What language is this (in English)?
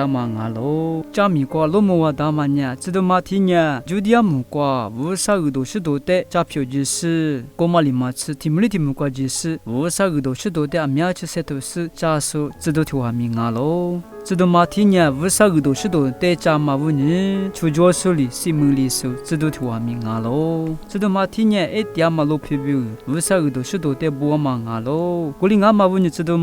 Lisu